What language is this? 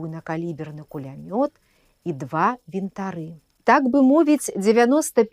Belarusian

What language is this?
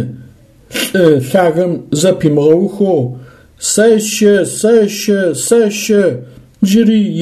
Adyghe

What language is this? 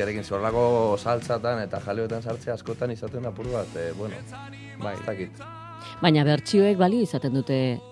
Basque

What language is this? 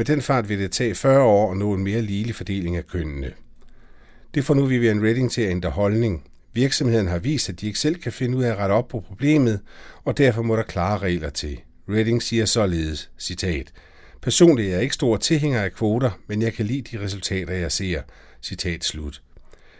Danish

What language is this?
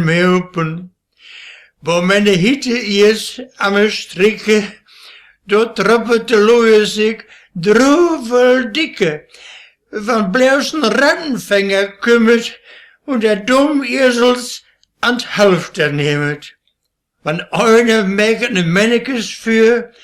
Westphalien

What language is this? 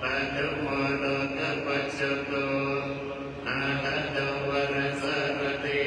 Pali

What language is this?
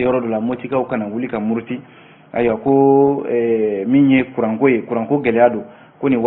Bambara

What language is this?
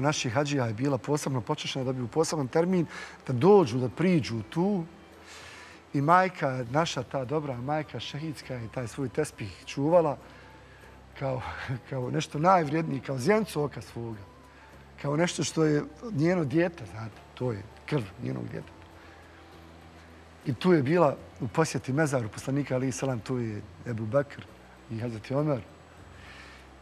Bosnian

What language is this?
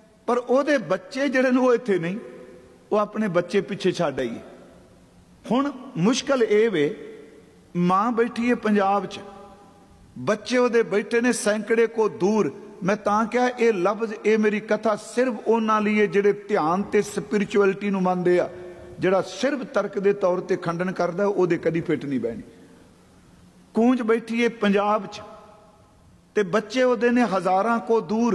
Punjabi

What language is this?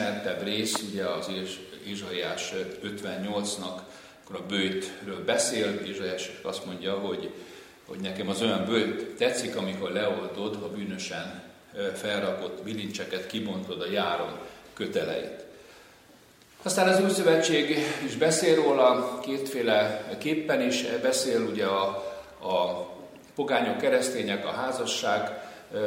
Hungarian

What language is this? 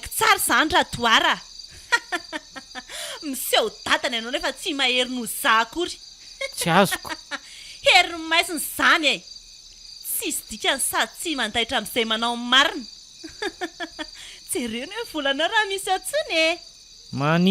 Malagasy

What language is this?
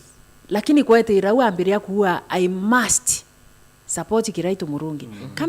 Meru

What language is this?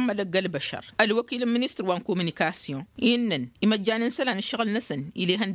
Tamasheq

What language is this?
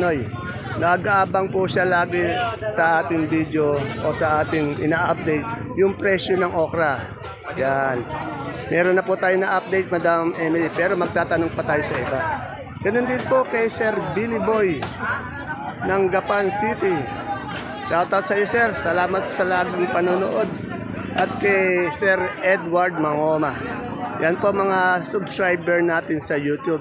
Filipino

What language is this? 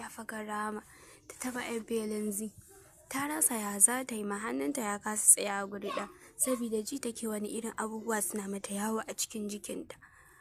Hausa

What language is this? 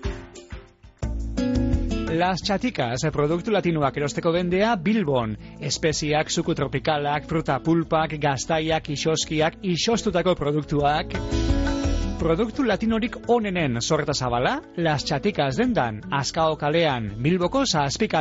Basque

